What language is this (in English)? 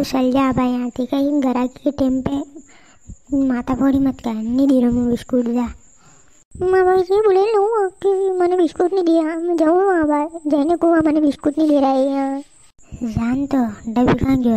Rajasthani